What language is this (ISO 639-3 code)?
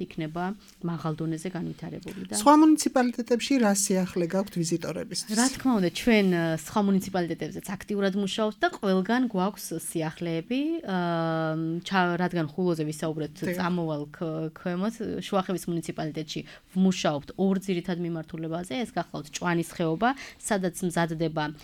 kat